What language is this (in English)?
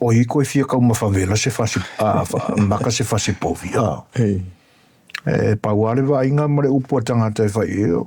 Samoan